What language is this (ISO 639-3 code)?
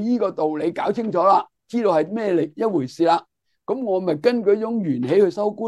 yue